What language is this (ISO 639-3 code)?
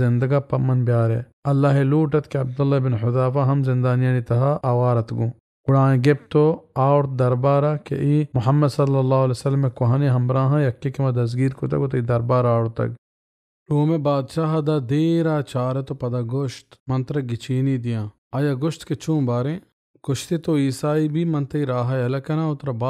bal